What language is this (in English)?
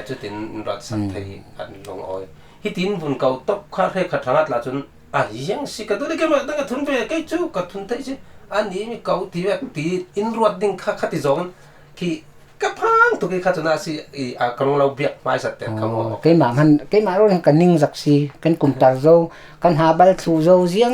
Falam Chin